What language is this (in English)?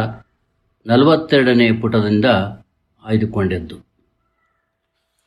Kannada